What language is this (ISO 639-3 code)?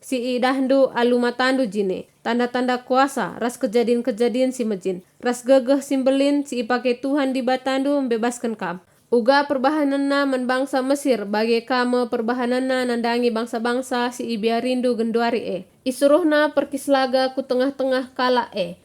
btx